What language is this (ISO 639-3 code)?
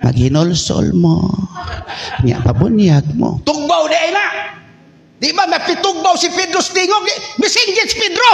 ceb